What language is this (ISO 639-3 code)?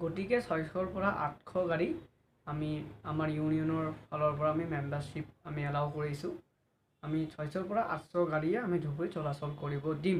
asm